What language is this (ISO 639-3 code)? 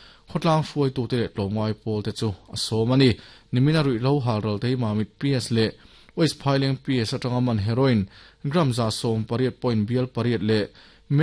lus